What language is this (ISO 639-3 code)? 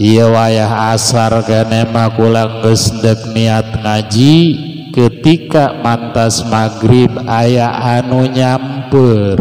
sun